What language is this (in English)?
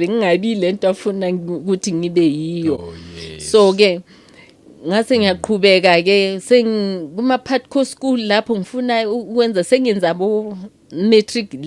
Zulu